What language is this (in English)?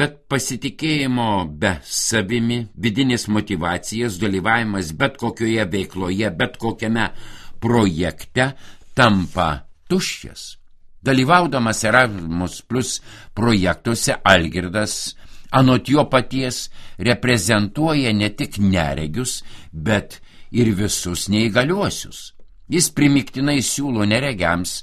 Lithuanian